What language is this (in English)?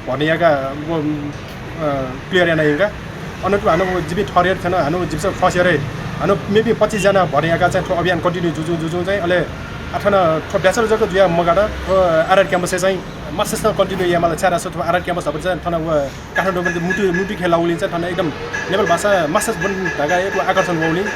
Newari